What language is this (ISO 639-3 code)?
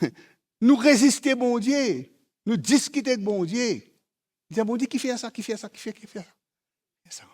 mfe